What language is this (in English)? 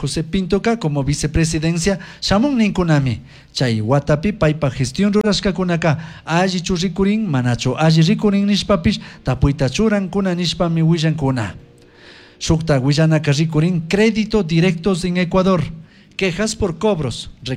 Chimborazo Highland Quichua